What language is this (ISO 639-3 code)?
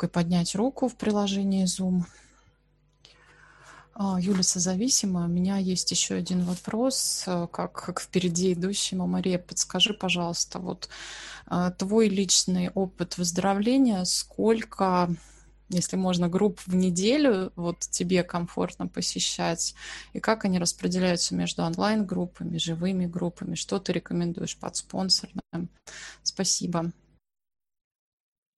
rus